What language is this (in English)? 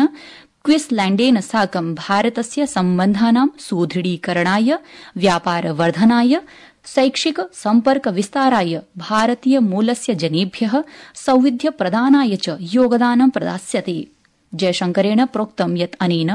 Sanskrit